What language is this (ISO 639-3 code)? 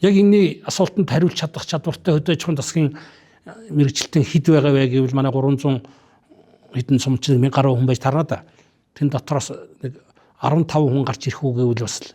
mon